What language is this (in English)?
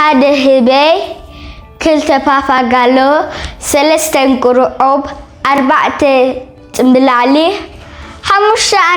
Tigrinya